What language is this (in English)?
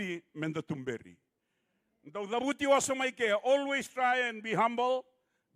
Fijian